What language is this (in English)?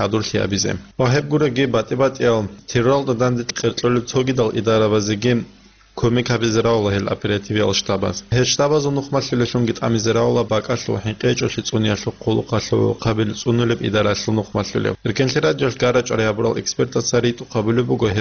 Avaric